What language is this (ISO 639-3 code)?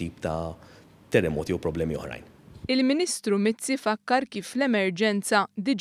mlt